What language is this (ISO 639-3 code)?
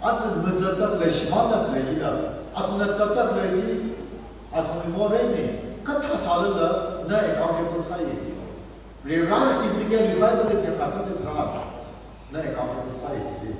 nmf